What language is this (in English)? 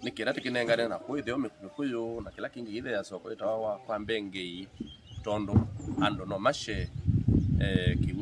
Kamba